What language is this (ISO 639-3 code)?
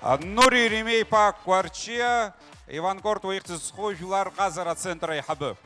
abk